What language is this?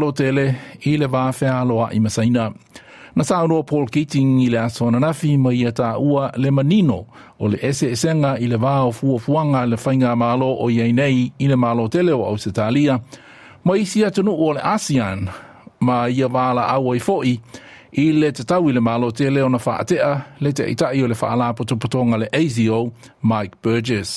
Samoan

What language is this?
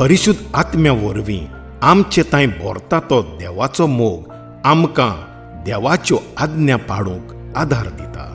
Konkani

